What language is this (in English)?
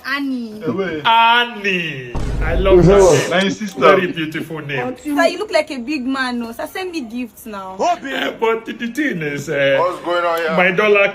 Nigerian Pidgin